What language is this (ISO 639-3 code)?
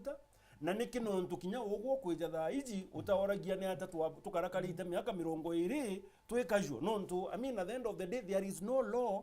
mer